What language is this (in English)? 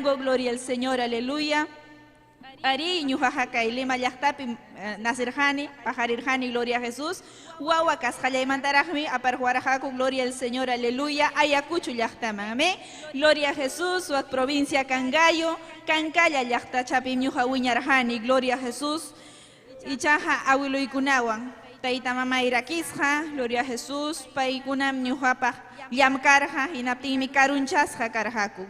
Ayacucho Quechua